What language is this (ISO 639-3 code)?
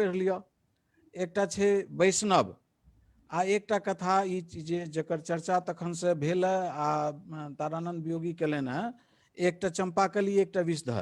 mai